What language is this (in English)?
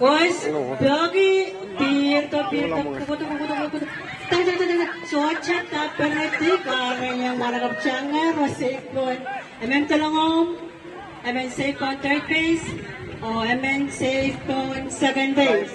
Pohnpeian